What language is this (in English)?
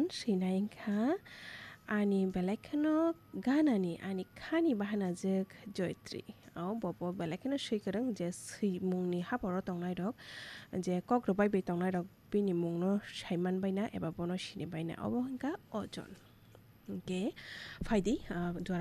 Kok Borok